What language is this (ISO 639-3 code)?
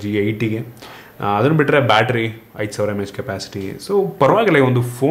kan